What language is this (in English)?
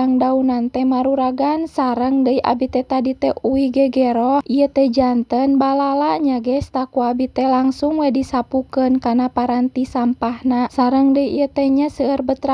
Sundanese